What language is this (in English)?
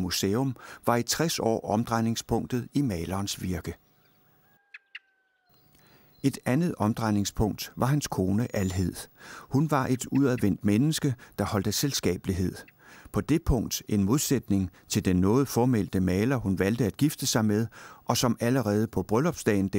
Danish